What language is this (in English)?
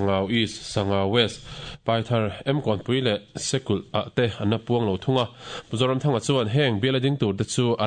Mizo